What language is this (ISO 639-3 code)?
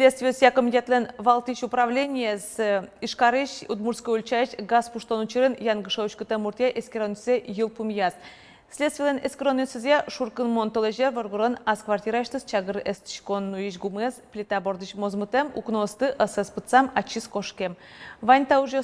udm